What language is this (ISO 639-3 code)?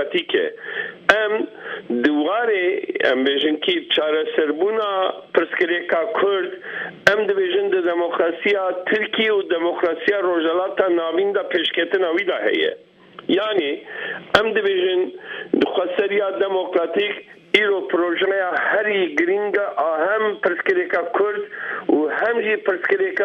kur